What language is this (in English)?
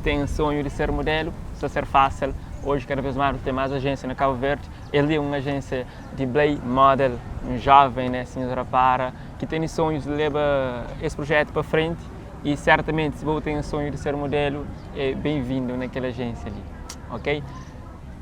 Kabuverdianu